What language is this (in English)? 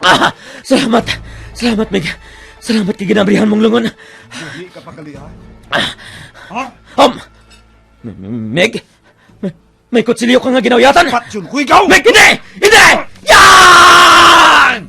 Hiligaynon